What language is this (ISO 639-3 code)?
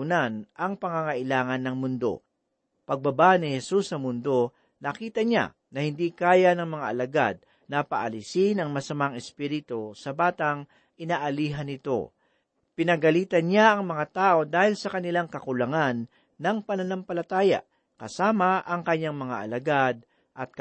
fil